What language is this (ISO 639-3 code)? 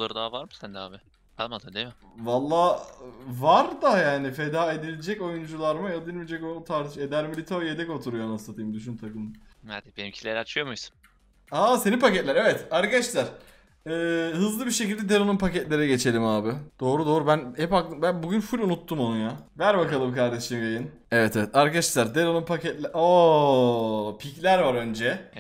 tur